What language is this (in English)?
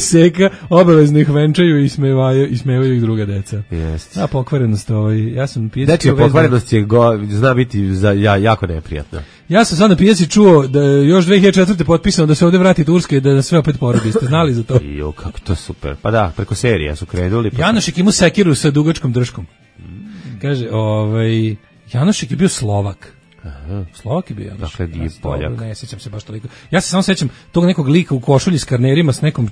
Serbian